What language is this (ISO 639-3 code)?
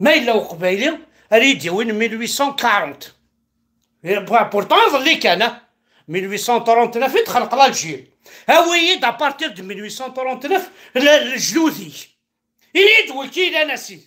kab